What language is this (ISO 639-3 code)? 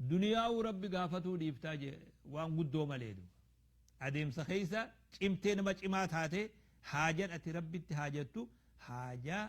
orm